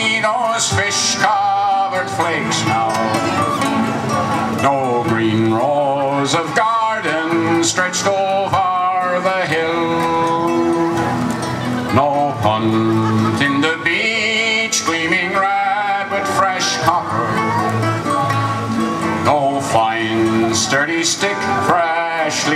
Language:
English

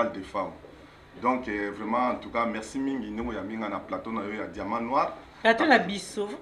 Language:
Lingala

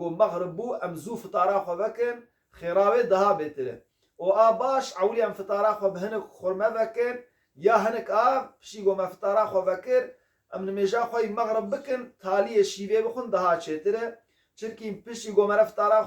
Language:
Kurdish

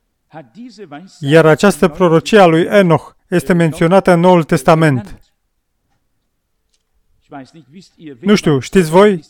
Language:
Romanian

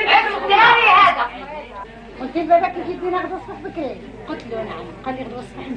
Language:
Algerian Arabic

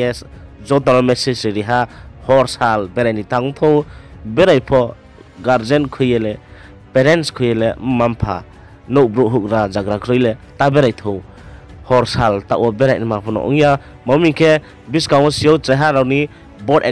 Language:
Riang (India)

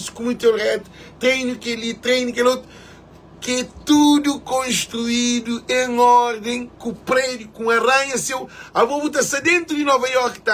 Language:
Kabuverdianu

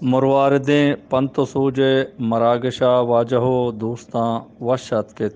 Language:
Eastern Balochi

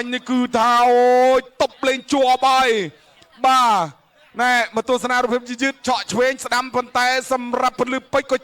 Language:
Khmer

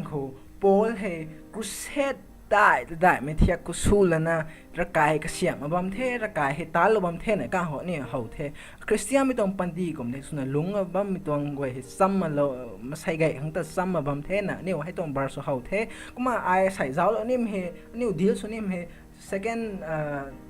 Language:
Rongmei Naga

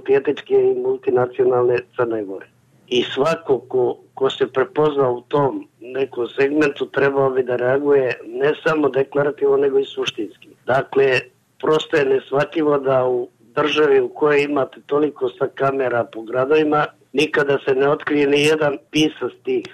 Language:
Serbian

